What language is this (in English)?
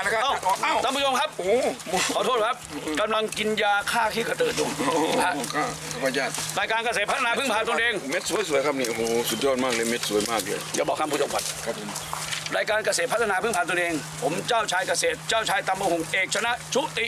Thai